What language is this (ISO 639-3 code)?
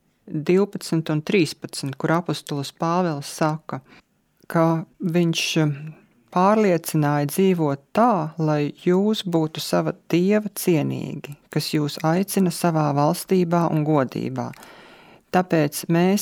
lav